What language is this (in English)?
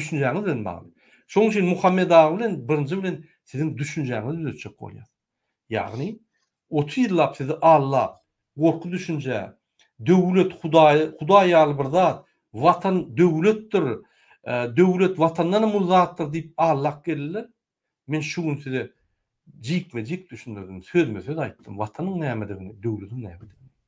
Turkmen